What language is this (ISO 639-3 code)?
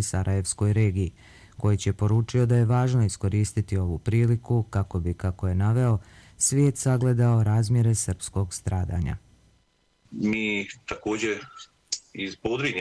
bos